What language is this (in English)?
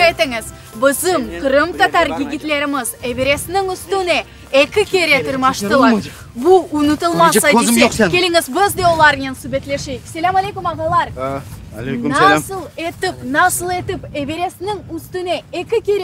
Crimean Tatar